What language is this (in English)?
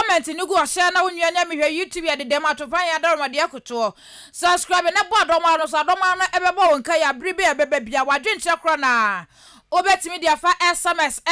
Akan